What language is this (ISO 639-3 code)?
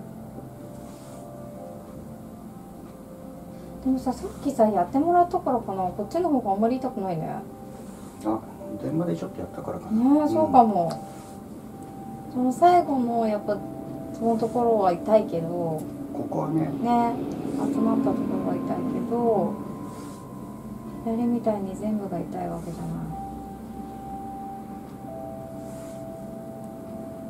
jpn